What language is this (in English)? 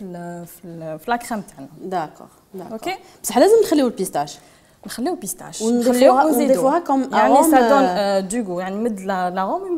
Algerian Arabic